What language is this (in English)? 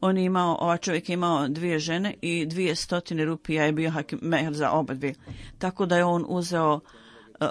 Bosnian